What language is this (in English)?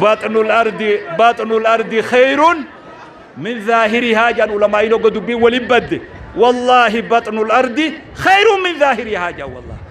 Oromo